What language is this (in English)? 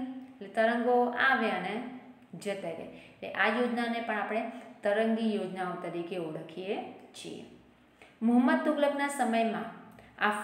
Gujarati